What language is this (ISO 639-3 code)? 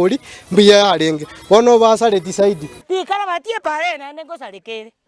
guz